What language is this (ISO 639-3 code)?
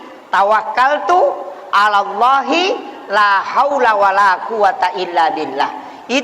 bug